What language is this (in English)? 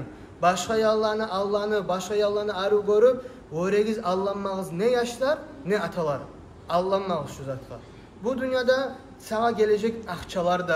Kumyk